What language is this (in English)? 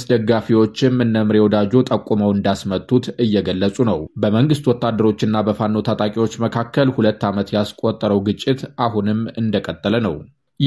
Amharic